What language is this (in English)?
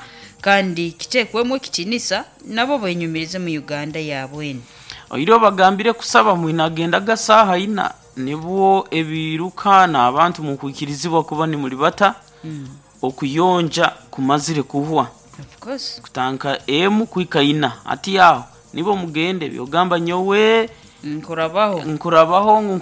Nyoro